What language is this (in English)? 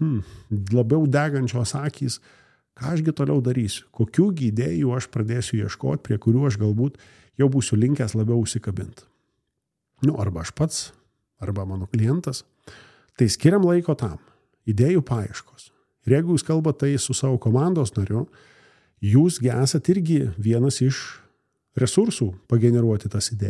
Lithuanian